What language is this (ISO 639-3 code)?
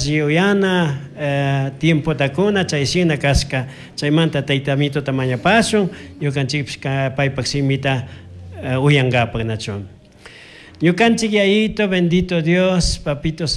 qug